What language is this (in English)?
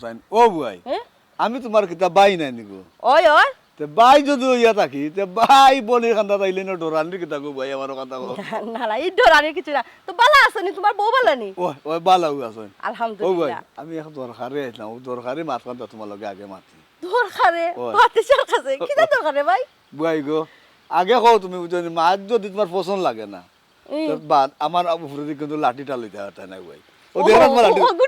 Sylheti